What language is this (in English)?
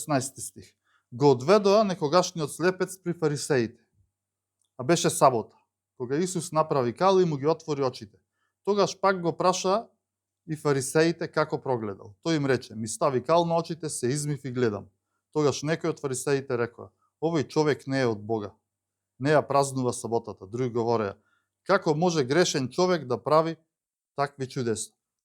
Macedonian